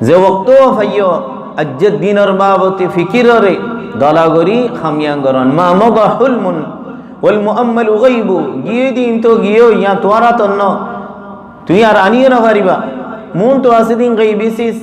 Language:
Rohingya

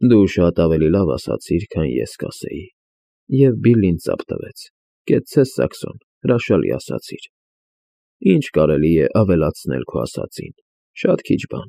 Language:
Armenian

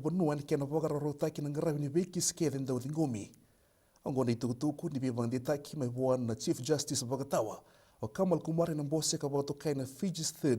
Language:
Fijian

